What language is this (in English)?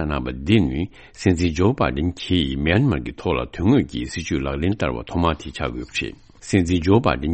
Tibetan